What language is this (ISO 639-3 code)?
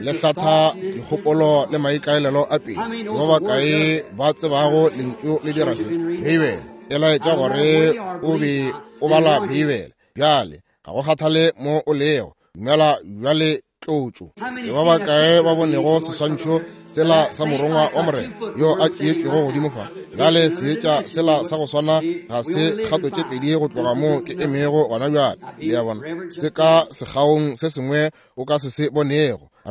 nso